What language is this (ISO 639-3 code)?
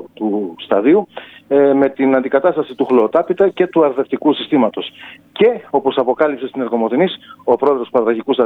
ell